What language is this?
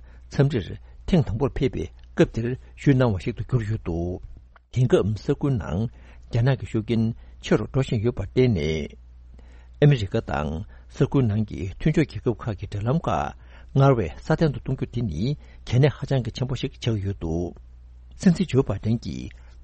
Tibetan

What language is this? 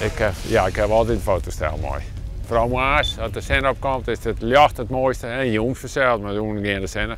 Western Frisian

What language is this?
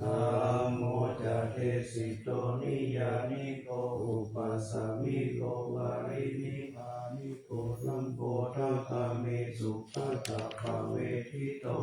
Pali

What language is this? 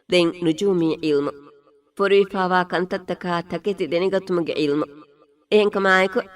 Divehi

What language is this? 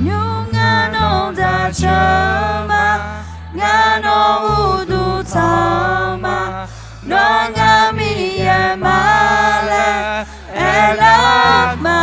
Akha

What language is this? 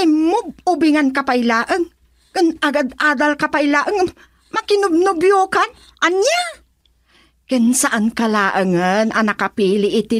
Iloko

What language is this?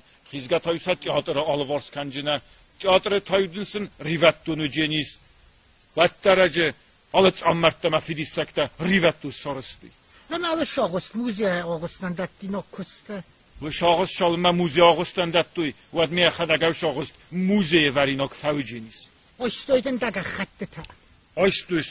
Ossetic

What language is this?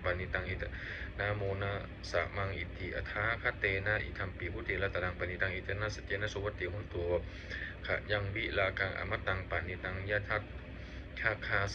Pali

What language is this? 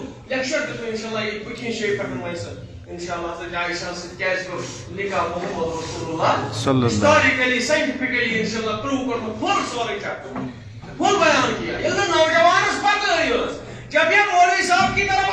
Kashmiri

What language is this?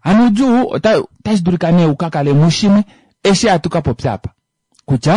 Kuanyama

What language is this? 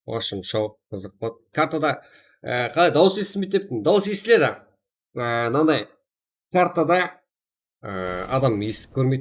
Kara-Kalpak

